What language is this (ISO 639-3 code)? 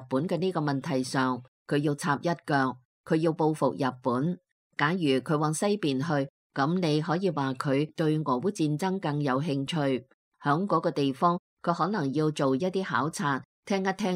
yue